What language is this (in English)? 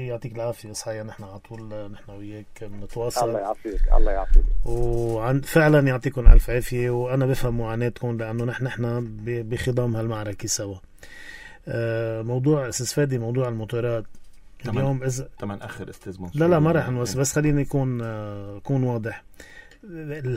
North Levantine Arabic